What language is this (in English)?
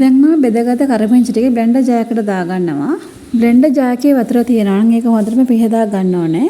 Sinhala